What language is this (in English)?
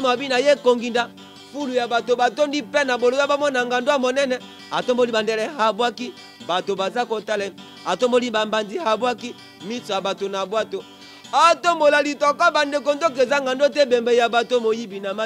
Lingala